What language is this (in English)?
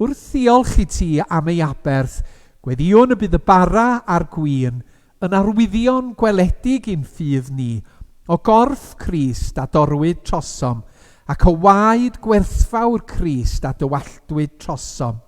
Welsh